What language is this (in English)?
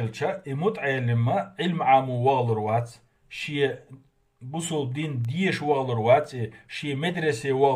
Chechen